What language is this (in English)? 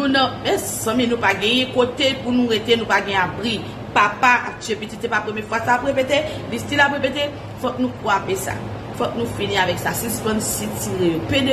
Haitian Creole